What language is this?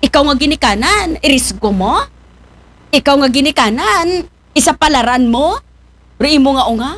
Aklanon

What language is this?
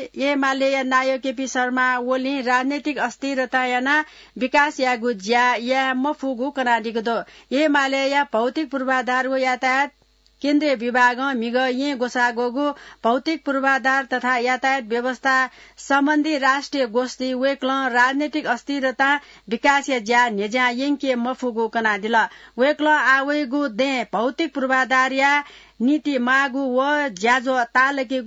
Newari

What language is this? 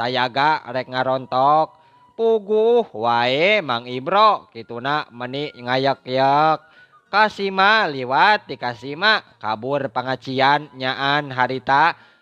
Sundanese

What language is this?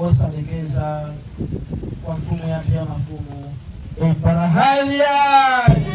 Nyanja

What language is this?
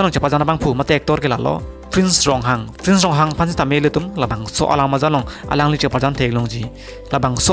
Karbi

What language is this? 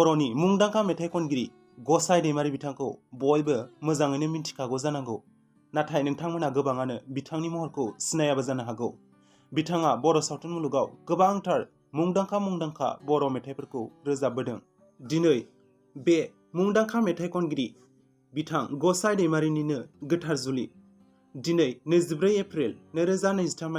Bodo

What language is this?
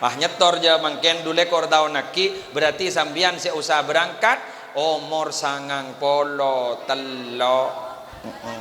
Madurese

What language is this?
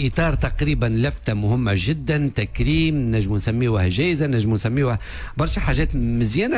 Tunisian Arabic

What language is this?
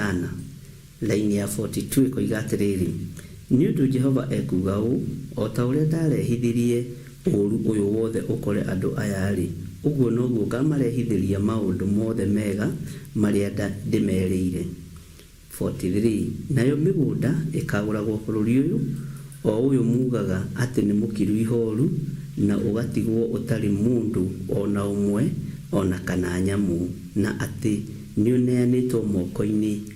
Kikuyu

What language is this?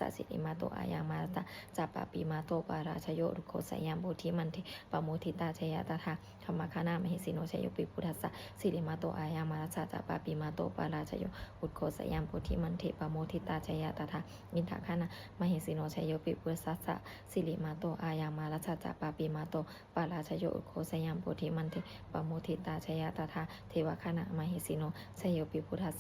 Pali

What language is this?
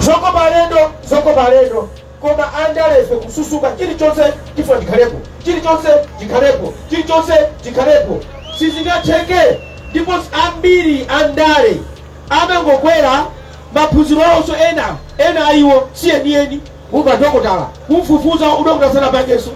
Nyanja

